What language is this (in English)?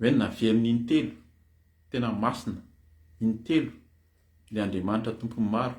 Malagasy